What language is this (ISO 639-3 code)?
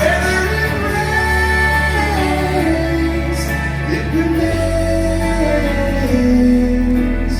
kal